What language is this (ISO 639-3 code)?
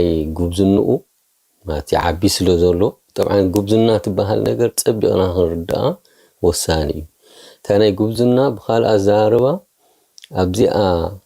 tir